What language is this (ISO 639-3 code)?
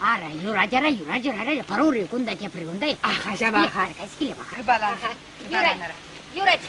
chv